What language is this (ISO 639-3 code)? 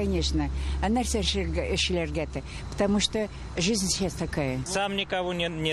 tat